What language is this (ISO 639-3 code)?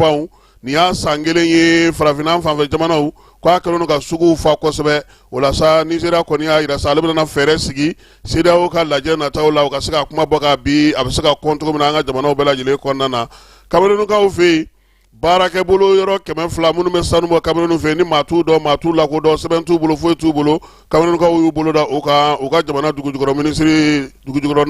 bam